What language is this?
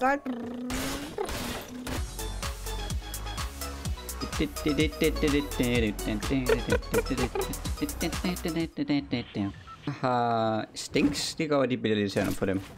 Danish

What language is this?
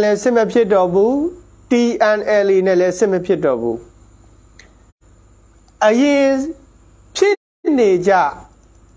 Burmese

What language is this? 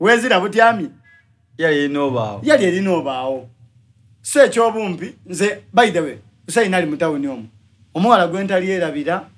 Soga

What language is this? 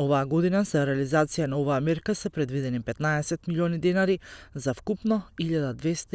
Macedonian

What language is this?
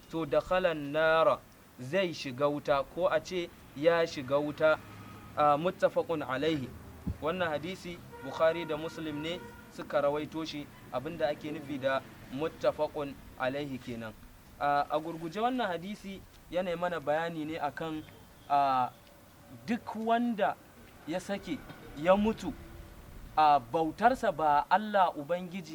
Hausa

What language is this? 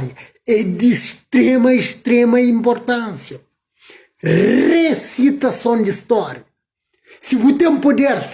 Kabuverdianu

